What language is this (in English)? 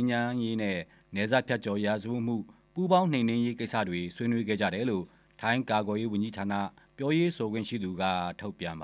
Burmese